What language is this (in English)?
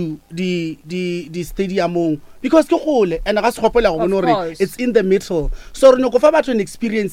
Northern Sotho